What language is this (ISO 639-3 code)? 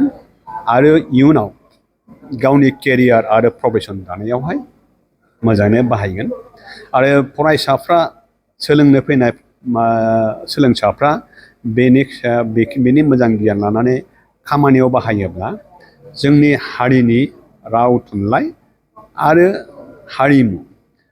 brx